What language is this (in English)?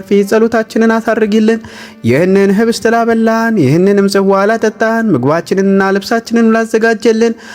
Amharic